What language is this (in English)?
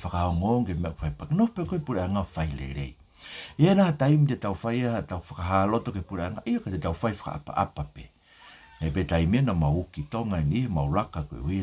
Tongan